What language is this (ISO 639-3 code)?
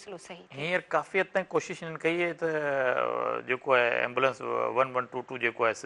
snd